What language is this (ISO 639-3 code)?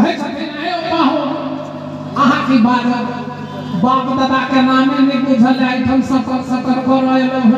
mai